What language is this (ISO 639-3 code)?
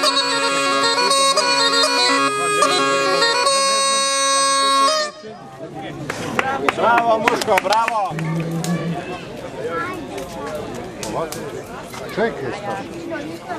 hrv